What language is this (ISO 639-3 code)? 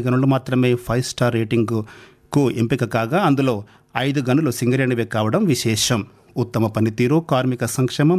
tel